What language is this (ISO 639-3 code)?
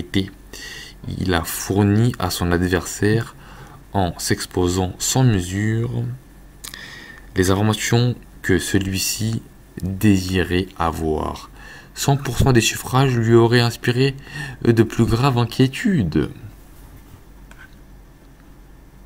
fra